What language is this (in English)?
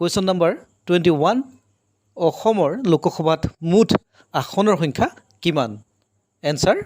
Assamese